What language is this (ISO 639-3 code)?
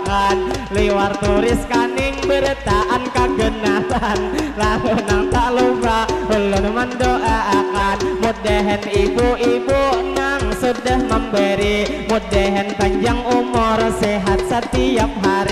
bjn